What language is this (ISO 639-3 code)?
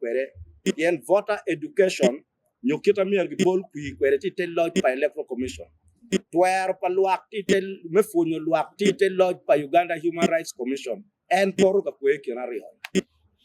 ach